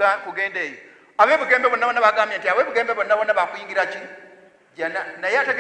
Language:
Ganda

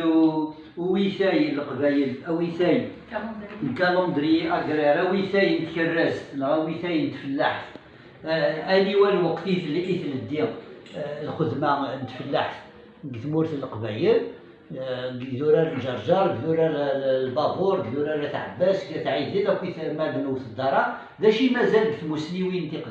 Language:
Kabyle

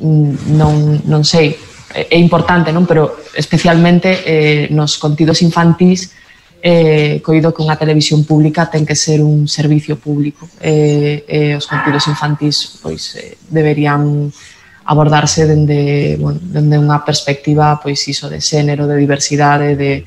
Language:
Galician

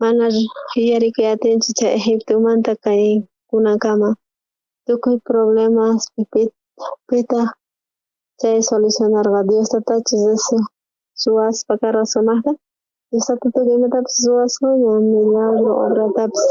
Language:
South Bolivian Quechua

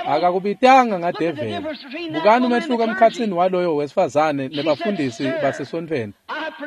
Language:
Swati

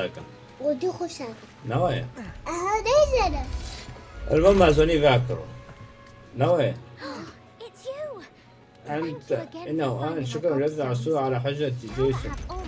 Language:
Kurdish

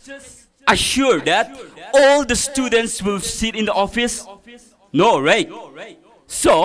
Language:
Tangkhul Naga (India)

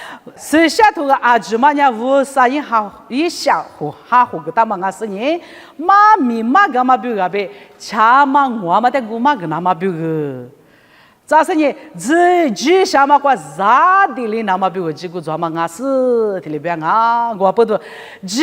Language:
Lisu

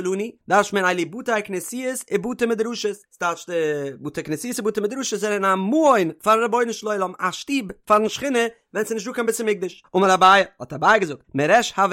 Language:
Yiddish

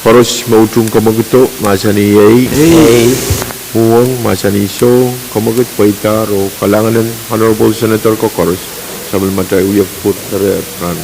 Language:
Pohnpeian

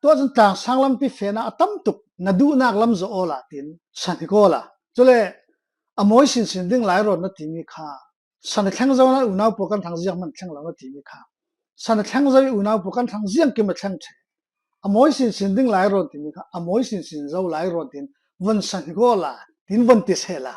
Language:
Falam Chin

